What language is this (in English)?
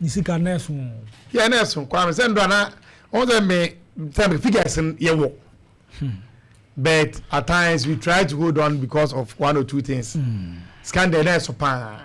Akan